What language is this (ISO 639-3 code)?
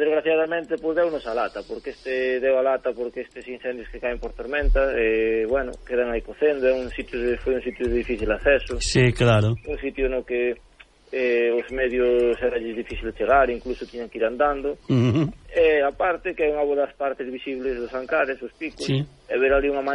glg